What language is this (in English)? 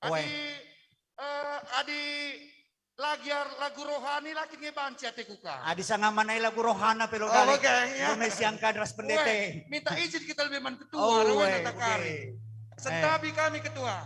Batak Karo